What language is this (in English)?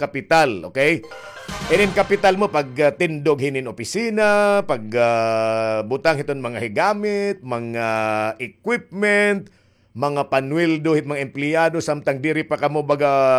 Waray